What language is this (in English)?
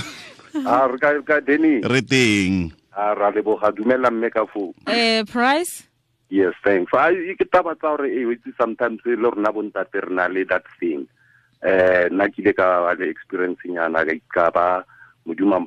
Tswana